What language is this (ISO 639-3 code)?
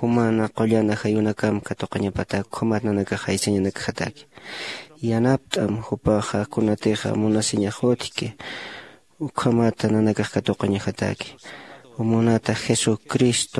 aym